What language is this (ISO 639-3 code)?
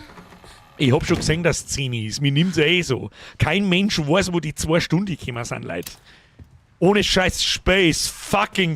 bar